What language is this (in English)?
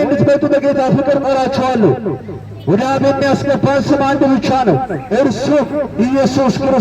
Amharic